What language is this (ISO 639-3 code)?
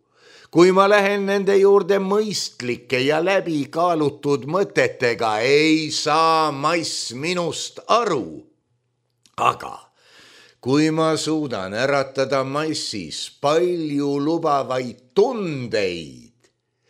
est